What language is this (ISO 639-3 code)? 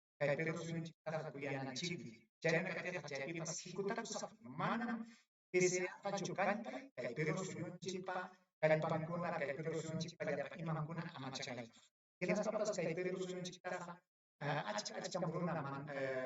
quy